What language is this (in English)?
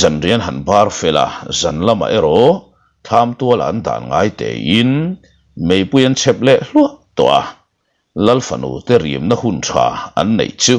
Mizo